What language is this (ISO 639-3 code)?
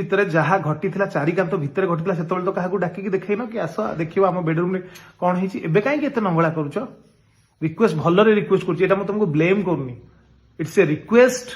ori